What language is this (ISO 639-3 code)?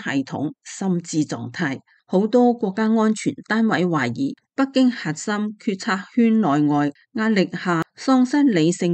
yue